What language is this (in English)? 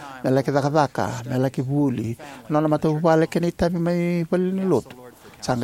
Fijian